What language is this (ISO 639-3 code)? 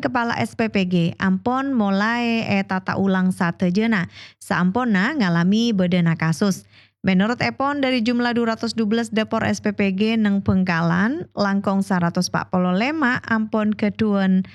mad